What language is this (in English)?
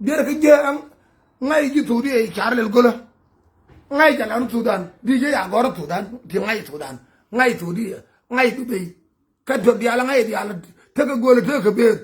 Nuer